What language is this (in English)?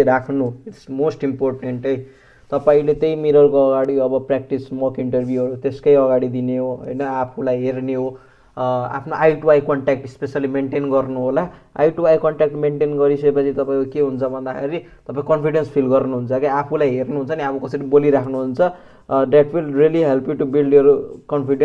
Nepali